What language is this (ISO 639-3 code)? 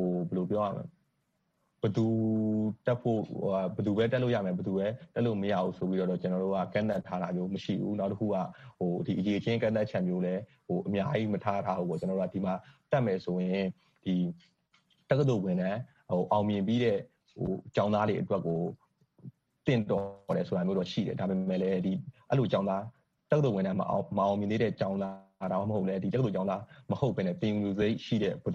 mya